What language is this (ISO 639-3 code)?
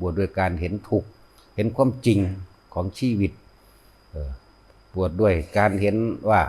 lao